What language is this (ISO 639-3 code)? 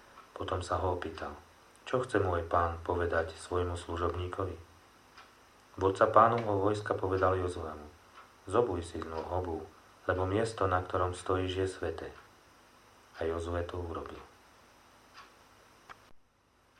slk